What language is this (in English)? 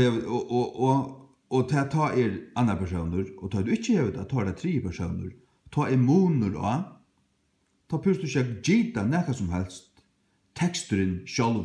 Faroese